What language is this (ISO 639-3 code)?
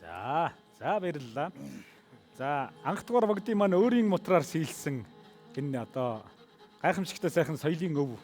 mon